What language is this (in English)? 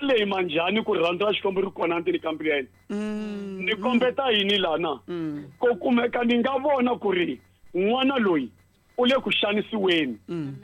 Tsonga